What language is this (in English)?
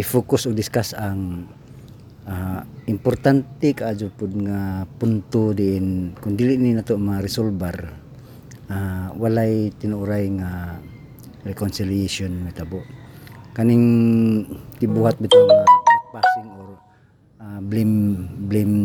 Cebuano